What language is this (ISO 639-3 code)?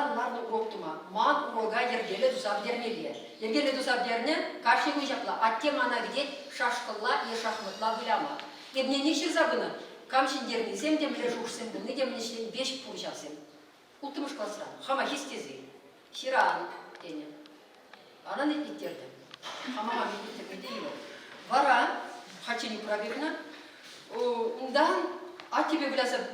chv